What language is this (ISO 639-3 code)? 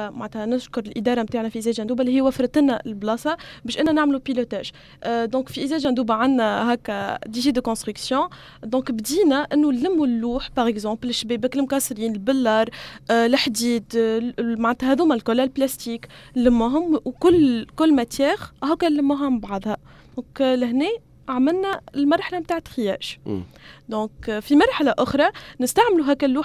aeb